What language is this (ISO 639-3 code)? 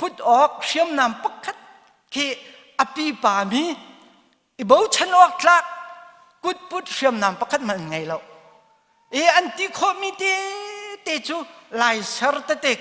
cnh